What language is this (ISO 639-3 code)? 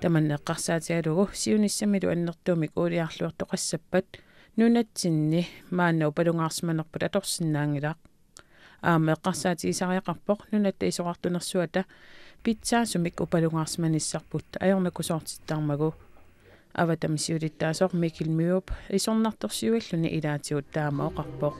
kal